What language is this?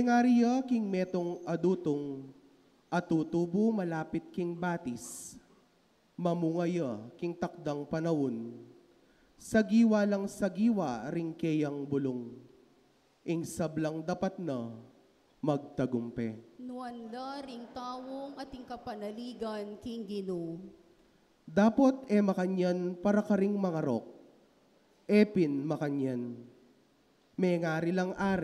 Pampanga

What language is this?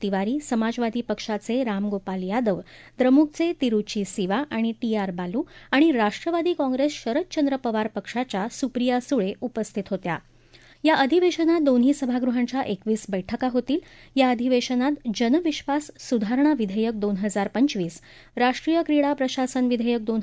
Marathi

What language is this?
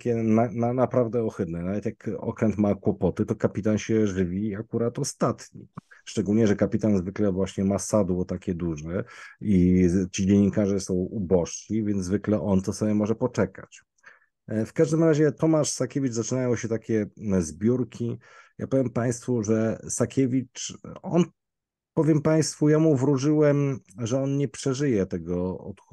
Polish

